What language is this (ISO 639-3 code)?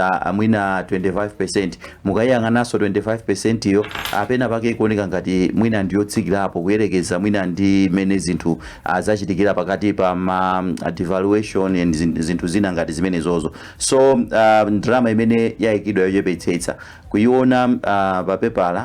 nya